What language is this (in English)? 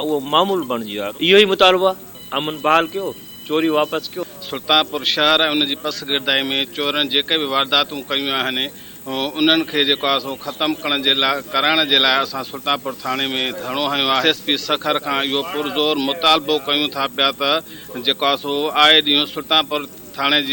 Sindhi